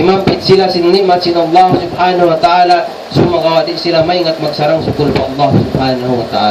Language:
Tausug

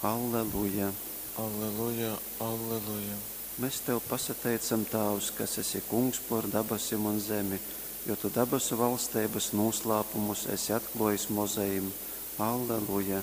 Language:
Latgalian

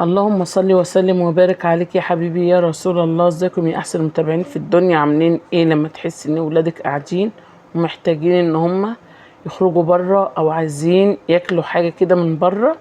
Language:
Egyptian Arabic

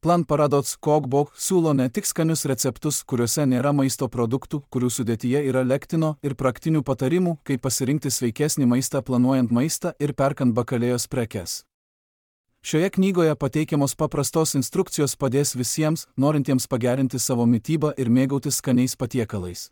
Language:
Lithuanian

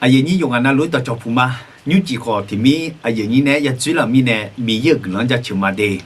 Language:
Akha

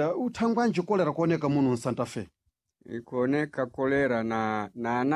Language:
Sena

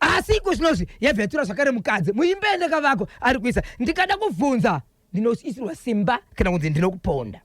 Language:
Shona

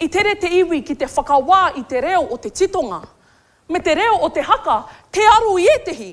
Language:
Māori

